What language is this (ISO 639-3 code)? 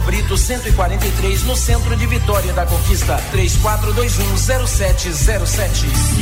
por